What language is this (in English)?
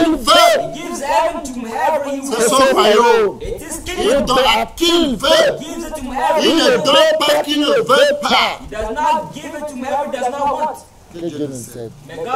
French